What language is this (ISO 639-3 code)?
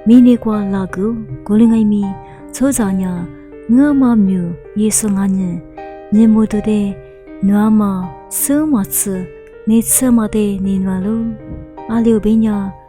lis